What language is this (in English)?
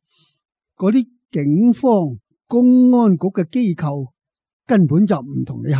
Cantonese